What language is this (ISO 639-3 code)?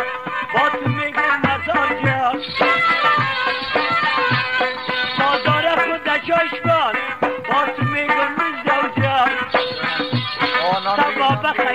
fas